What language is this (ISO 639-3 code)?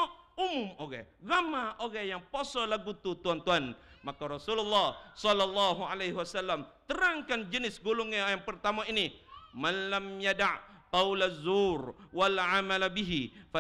msa